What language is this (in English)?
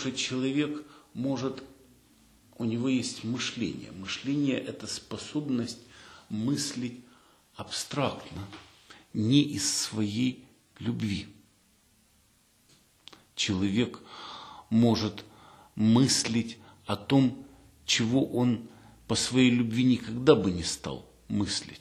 Russian